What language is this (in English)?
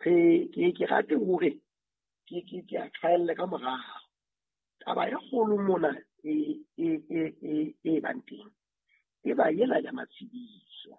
Southern Sotho